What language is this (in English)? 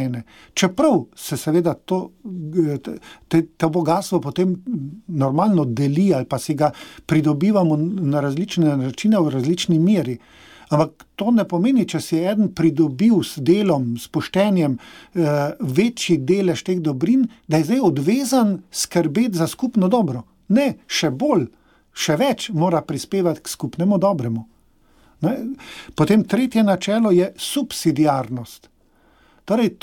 Slovenian